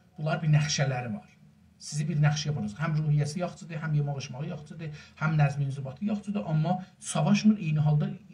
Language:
South Azerbaijani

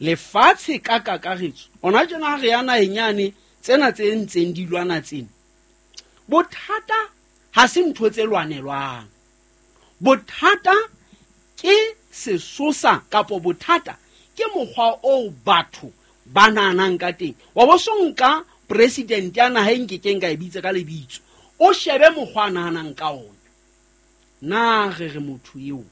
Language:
Southern Sotho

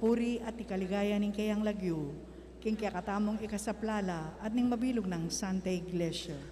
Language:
Pampanga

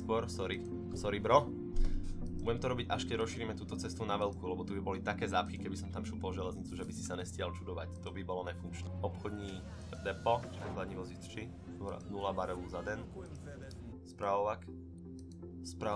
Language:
Slovak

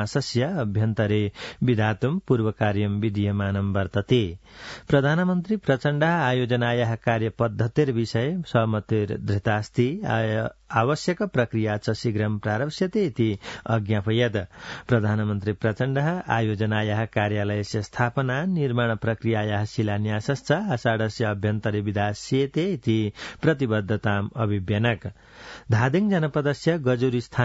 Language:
Sanskrit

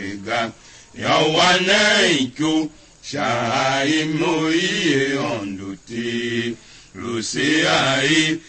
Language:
Tiv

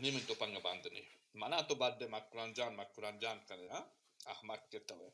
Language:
Baluchi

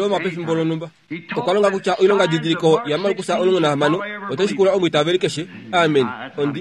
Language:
Kuanyama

